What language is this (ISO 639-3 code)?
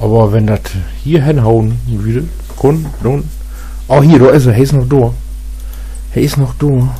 nds